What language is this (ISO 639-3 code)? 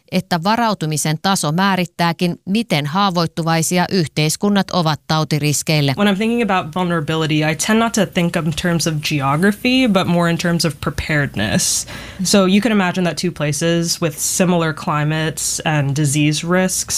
fin